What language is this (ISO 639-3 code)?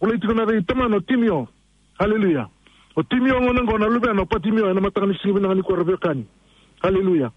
fij